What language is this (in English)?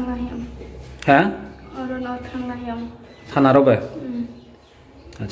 Riang (India)